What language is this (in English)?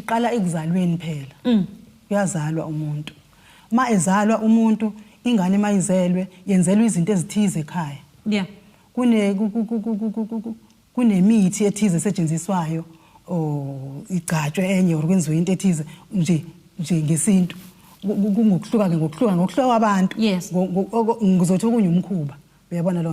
Zulu